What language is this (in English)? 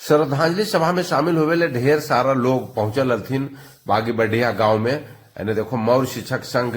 Magahi